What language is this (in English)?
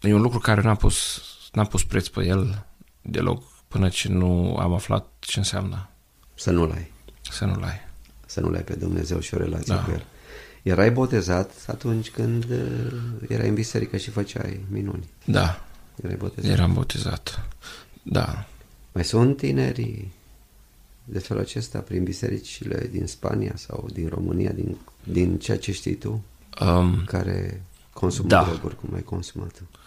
Romanian